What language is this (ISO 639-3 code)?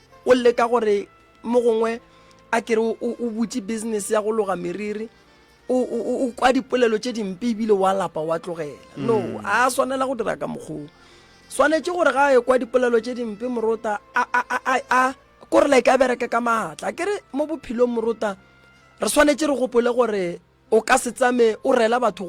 nso